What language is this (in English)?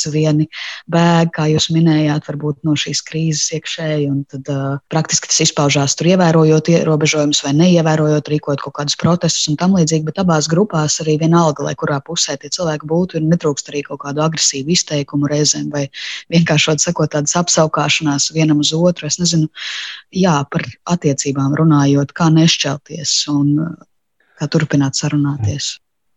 Latvian